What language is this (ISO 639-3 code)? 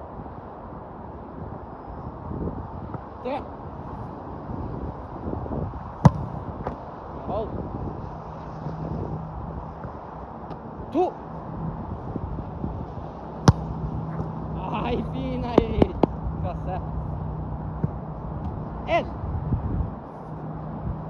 nor